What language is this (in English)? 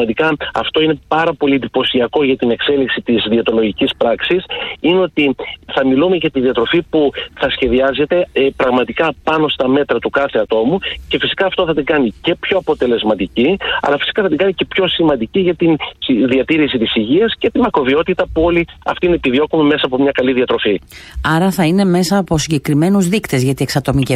Greek